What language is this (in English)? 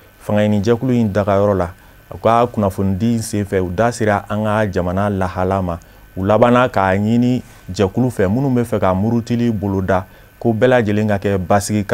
Bambara